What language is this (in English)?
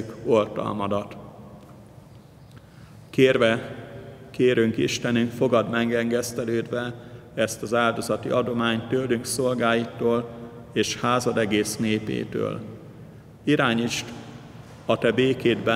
Hungarian